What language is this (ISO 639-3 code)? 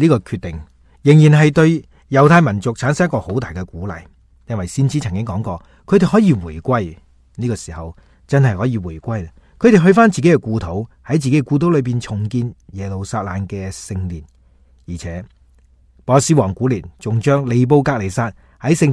yue